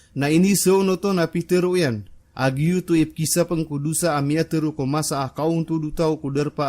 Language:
Maranao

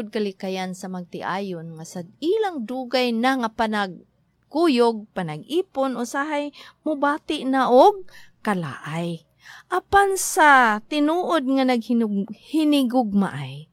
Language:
Cebuano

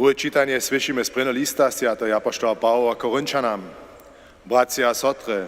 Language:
Upper Sorbian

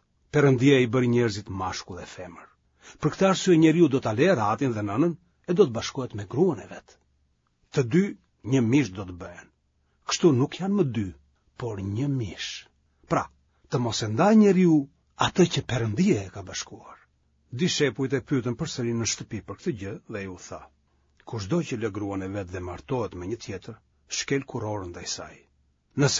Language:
Albanian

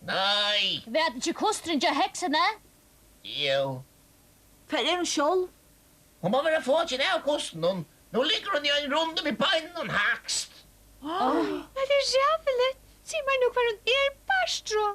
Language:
Faroese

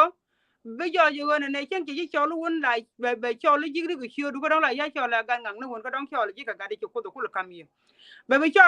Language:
Nuer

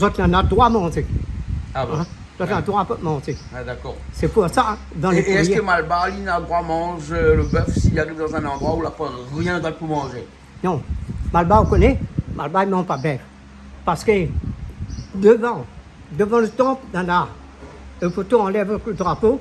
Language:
Réunion Creole French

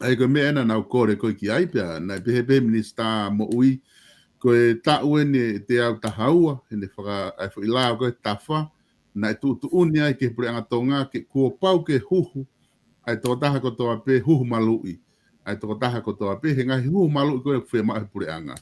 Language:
Tongan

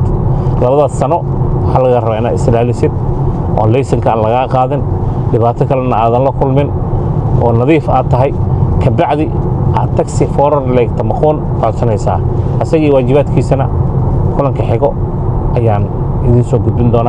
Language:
Somali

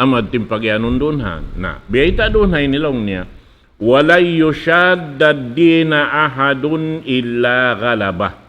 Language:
Tausug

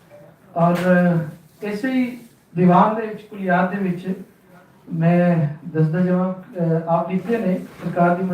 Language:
Western Panjabi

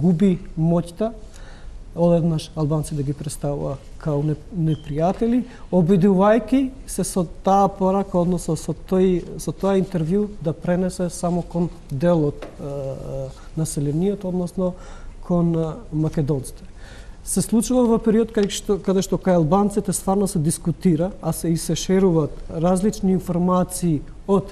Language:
Macedonian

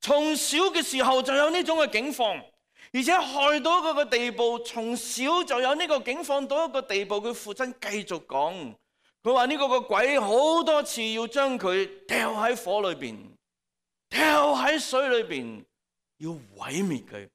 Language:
Cantonese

